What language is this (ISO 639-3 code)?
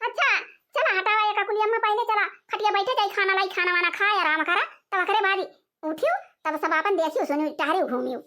awa